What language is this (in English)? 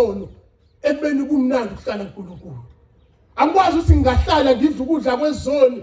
Zulu